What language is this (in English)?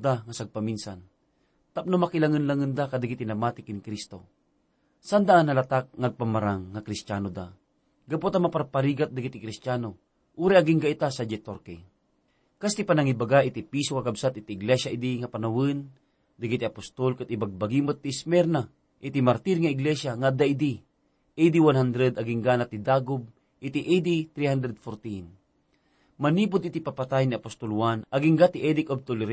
Iloko